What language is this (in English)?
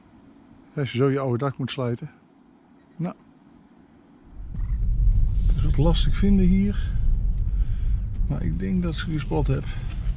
Dutch